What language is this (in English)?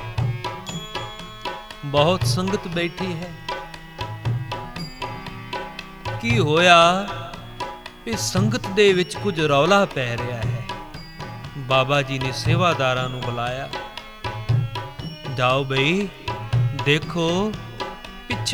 Punjabi